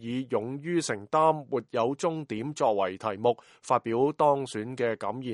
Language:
Cantonese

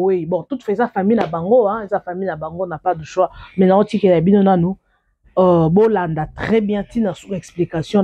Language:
Lingala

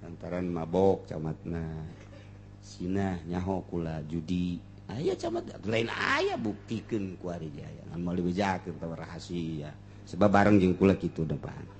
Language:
Sundanese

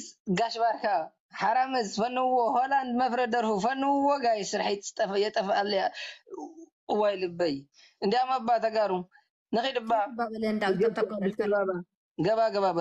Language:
Tigrinya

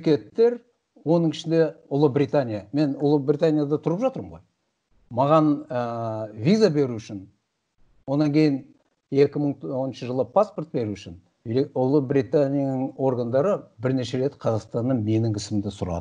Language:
Kazakh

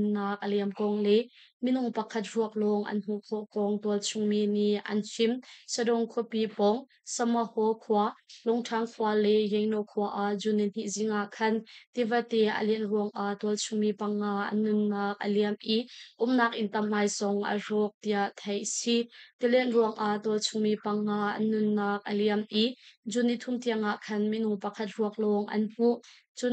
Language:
Hakha Chin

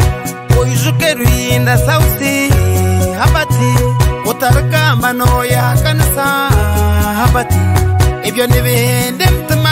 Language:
Kinyarwanda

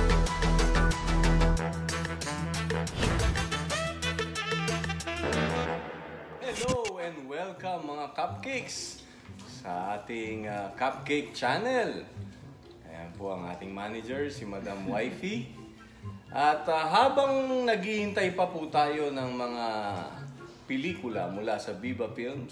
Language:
Filipino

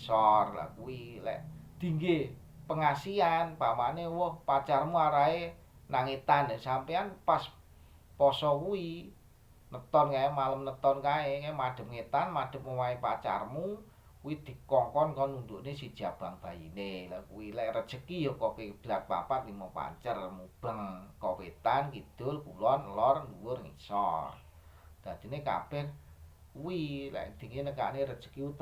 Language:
Javanese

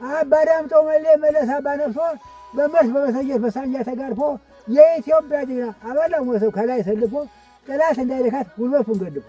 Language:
Amharic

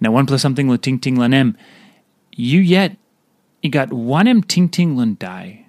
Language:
Tok Pisin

